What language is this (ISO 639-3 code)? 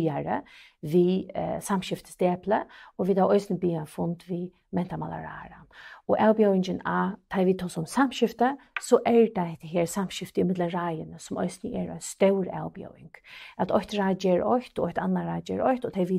fao